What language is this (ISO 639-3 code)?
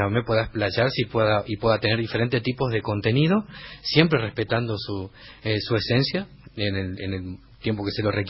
spa